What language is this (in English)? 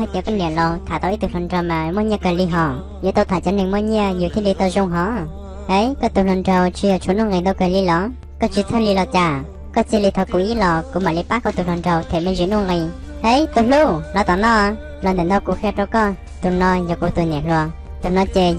Hmong